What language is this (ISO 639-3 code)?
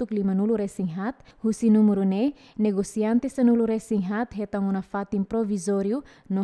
tet